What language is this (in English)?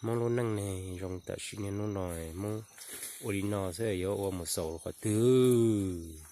Hmong